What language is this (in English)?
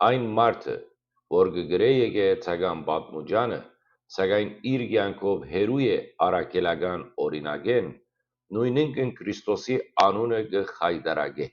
Western Armenian